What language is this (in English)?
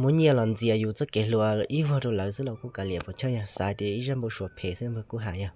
Hmong